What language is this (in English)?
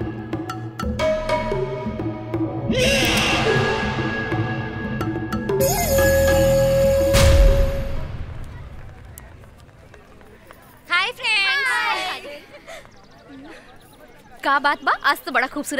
Bhojpuri